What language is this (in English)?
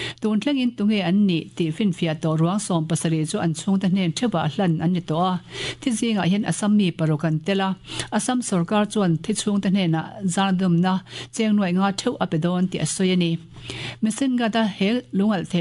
Mizo